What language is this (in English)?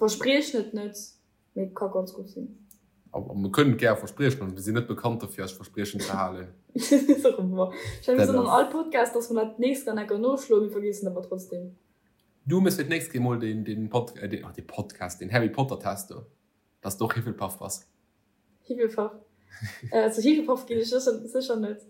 Luxembourgish